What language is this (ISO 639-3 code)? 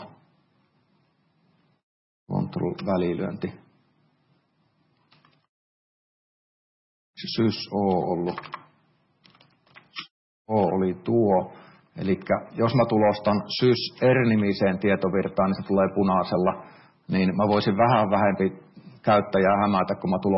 fin